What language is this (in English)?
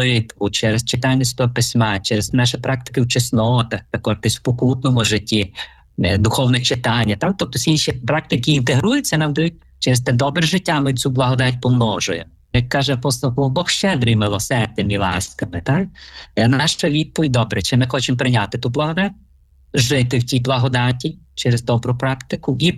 Ukrainian